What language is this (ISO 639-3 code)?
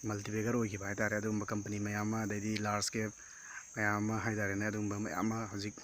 mni